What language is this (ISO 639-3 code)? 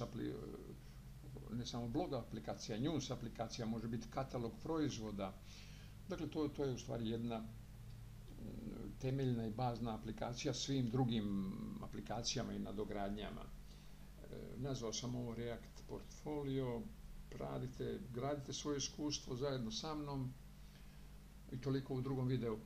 hrv